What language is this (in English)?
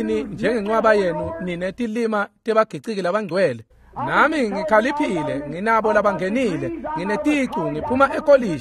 Swati